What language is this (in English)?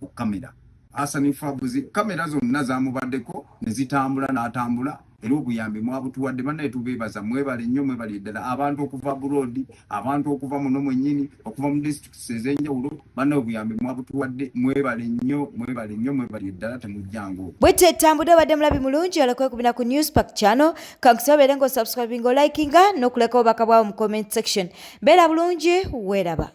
Ganda